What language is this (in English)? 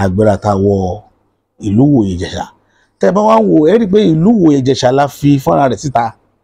Yoruba